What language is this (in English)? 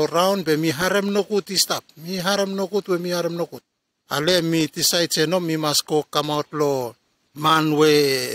Bislama